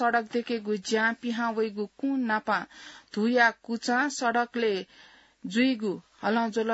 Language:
Newari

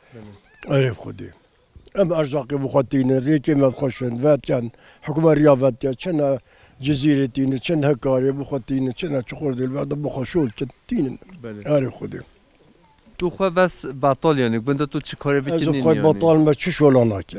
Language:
Kurdish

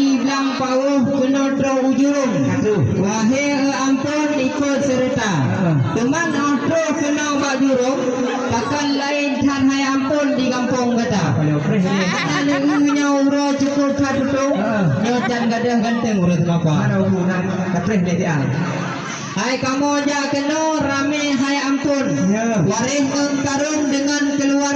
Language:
Achinese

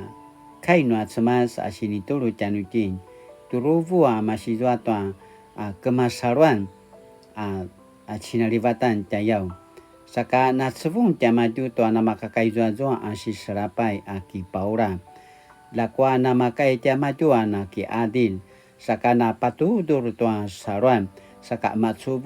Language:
Paiwan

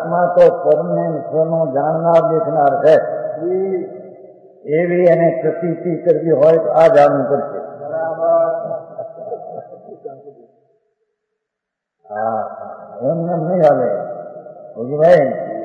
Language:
Gujarati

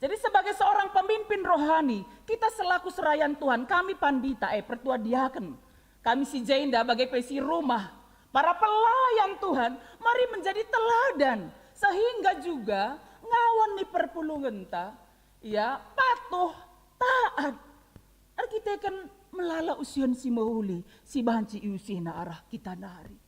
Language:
Batak Karo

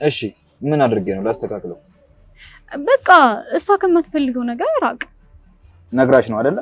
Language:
Amharic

